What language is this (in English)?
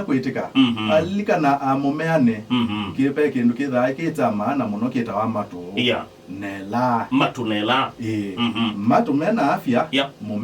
Kamba